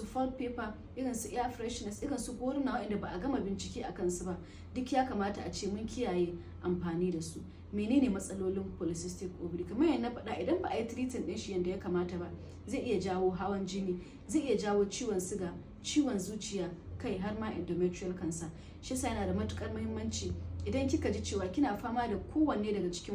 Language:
Hausa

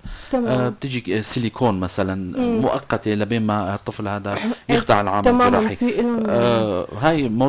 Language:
North Levantine Arabic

